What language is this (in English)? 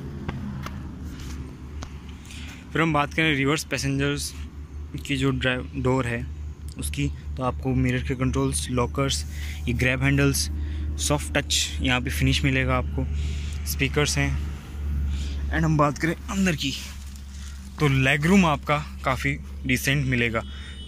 Hindi